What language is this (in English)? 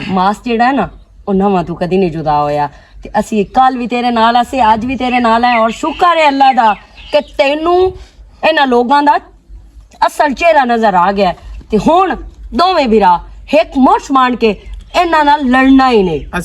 Western Panjabi